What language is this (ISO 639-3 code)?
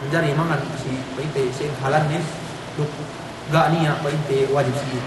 yka